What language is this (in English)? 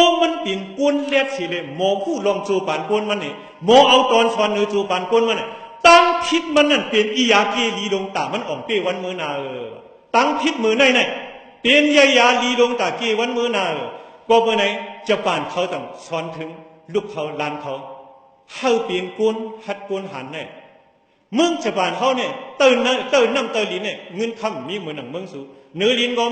Shan